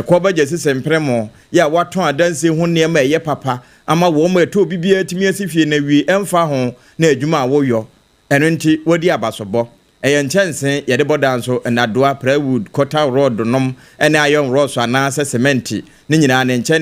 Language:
Akan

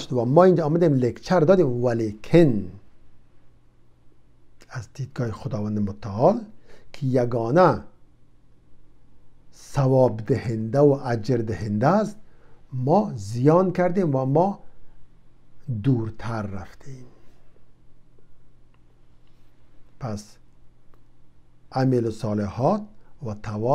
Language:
Persian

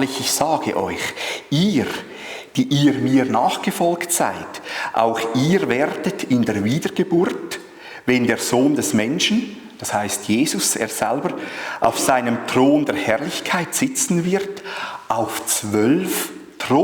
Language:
Swiss German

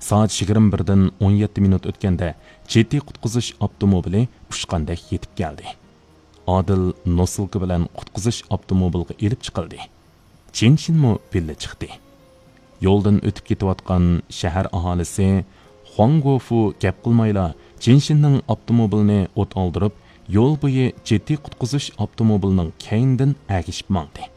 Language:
Uyghur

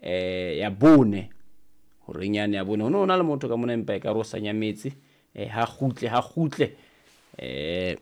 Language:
Southern Sotho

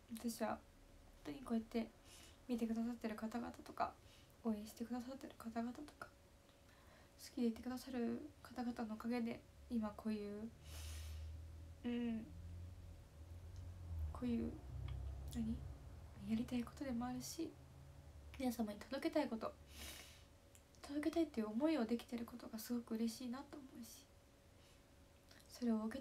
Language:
Japanese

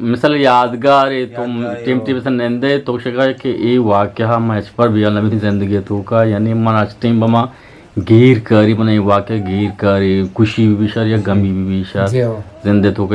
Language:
Eastern Balochi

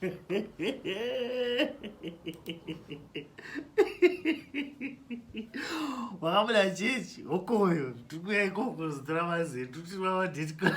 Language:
Shona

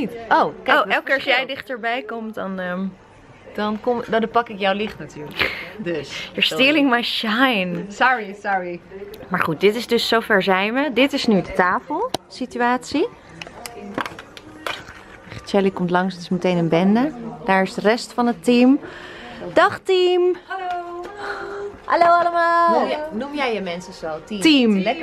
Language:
Dutch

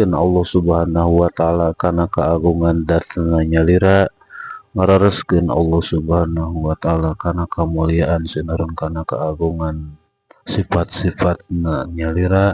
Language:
Sundanese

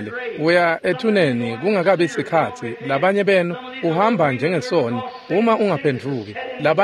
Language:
Swati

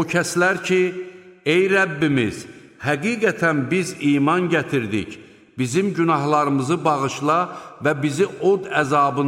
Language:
Azerbaijani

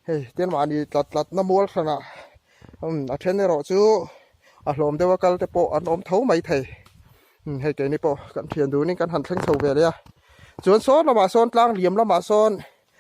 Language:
Mizo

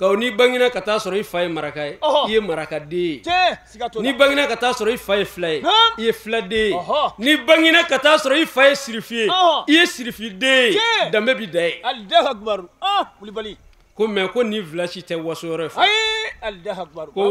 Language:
Bambara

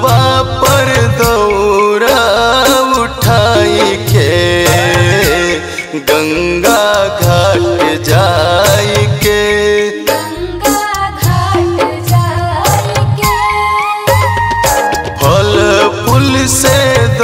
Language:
Bhojpuri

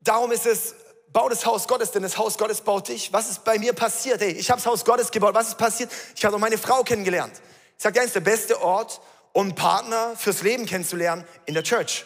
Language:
Swiss German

